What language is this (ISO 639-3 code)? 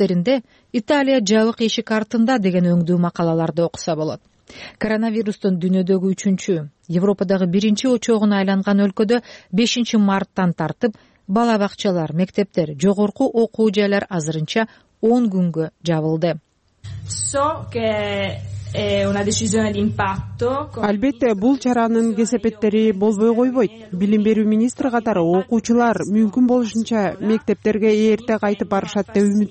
kir